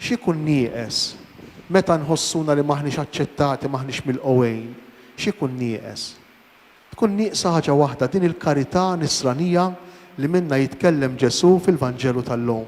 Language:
Maltese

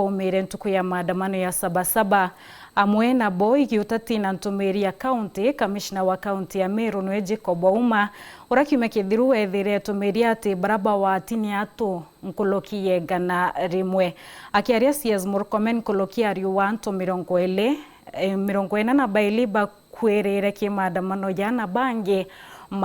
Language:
Meru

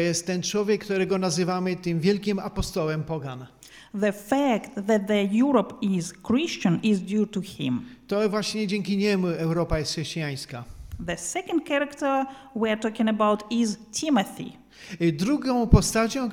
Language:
Polish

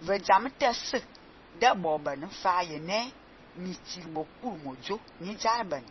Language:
Fang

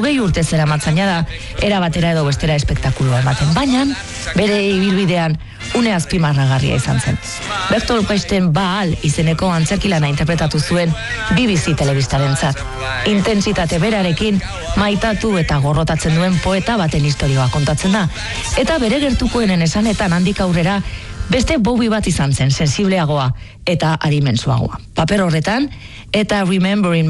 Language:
Basque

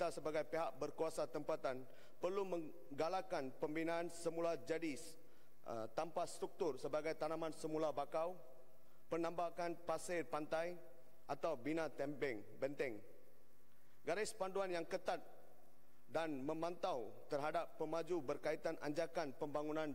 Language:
Malay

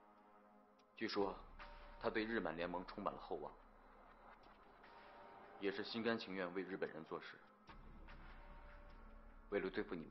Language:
Chinese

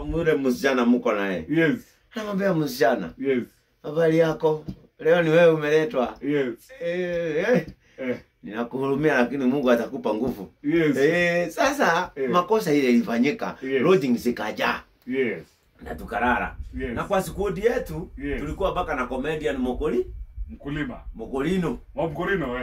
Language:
Swahili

